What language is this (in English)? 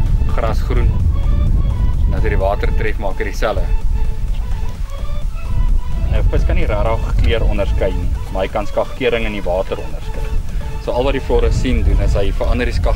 Afrikaans